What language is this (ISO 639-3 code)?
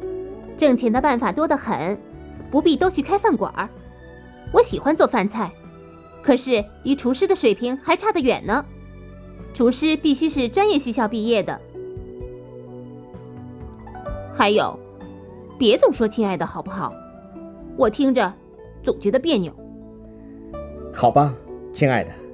zho